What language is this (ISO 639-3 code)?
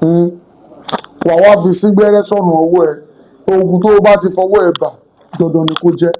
yor